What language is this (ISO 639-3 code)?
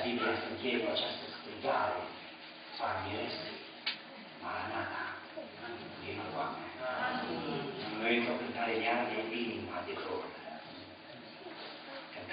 ron